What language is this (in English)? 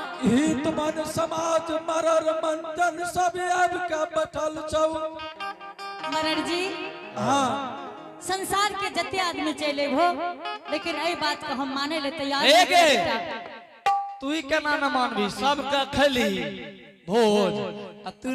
Angika